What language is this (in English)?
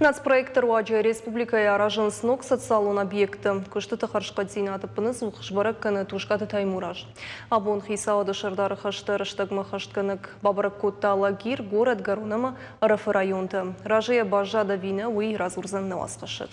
Ossetic